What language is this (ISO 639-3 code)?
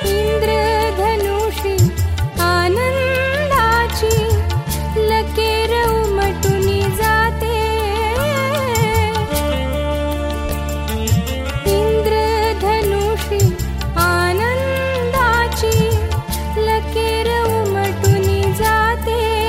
mar